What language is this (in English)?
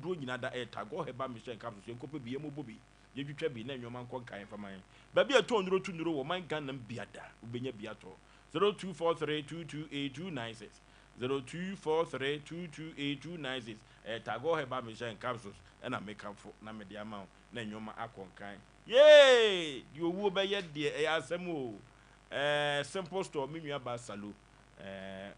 Akan